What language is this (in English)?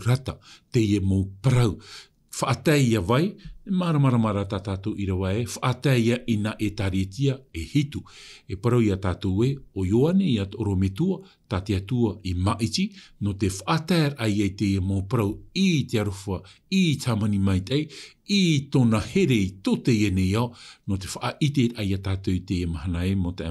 Tahitian